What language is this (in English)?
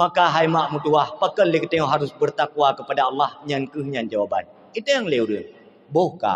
Achinese